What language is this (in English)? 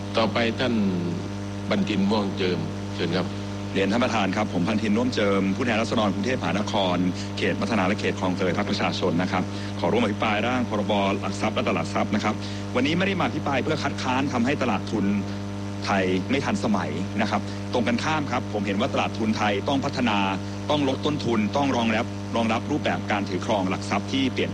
Thai